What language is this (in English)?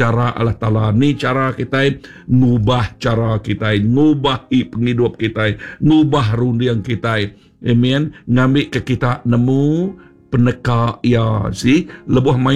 Iban